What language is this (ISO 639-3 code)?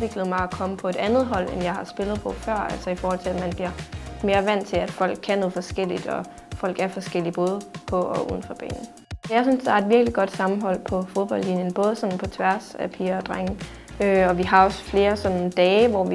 dan